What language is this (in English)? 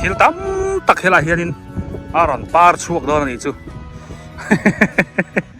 Biete